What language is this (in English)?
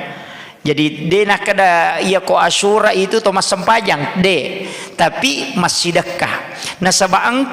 Buginese